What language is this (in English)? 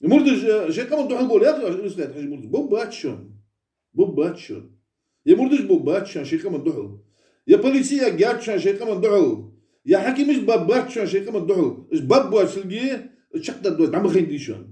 Ingush